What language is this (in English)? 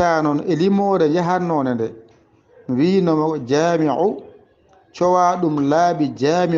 Fula